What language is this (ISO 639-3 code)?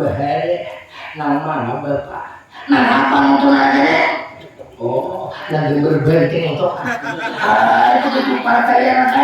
bjn